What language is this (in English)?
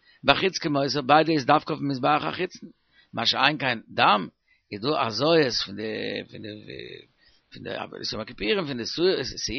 Yiddish